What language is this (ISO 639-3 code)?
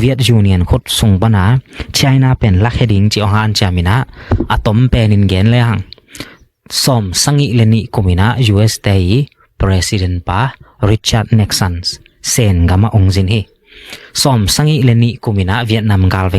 ctd